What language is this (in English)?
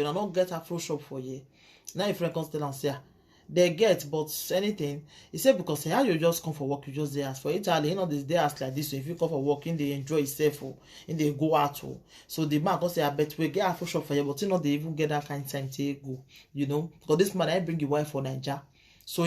Nigerian Pidgin